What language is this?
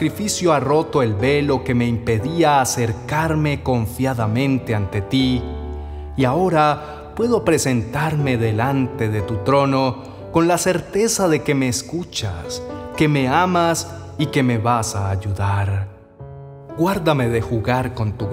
Spanish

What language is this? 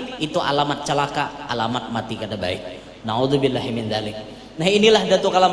Banjar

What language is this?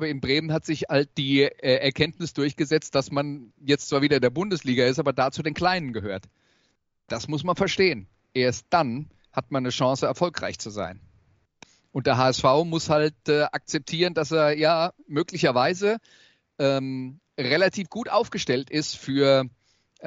German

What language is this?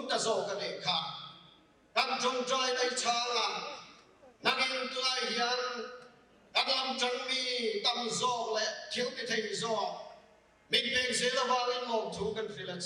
Mizo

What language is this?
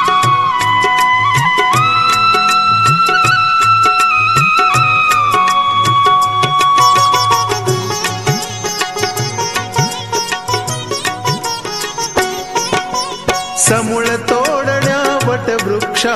Marathi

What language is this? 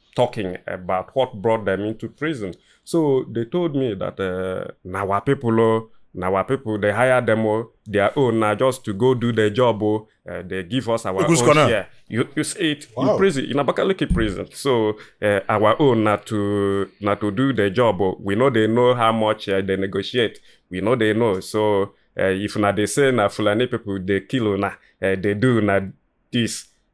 Igbo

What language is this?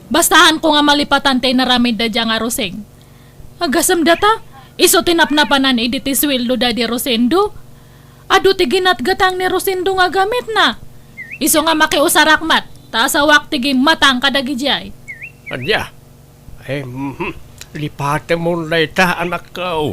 Iloko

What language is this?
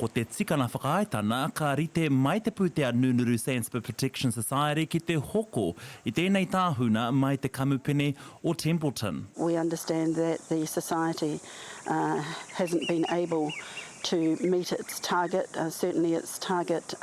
Māori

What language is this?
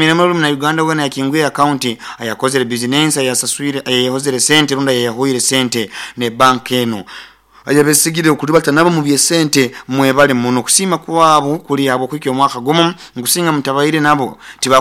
Nyoro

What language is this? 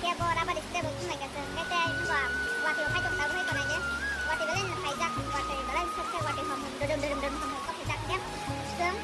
Kok Borok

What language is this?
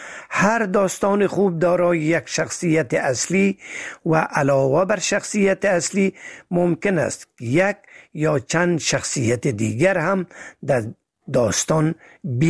Persian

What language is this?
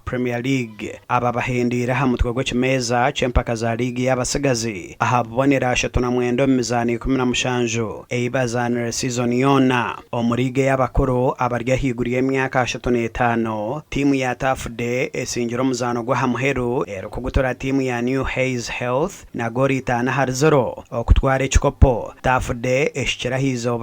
Nyankole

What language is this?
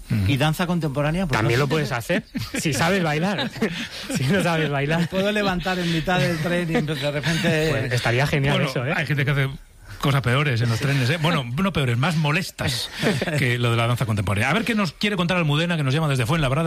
Spanish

